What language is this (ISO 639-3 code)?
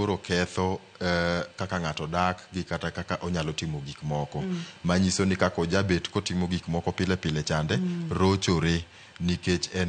luo